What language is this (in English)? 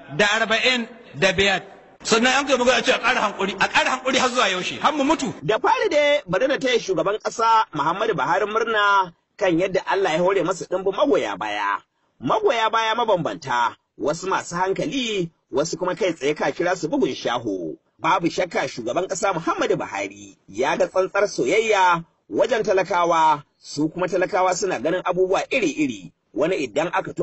Hausa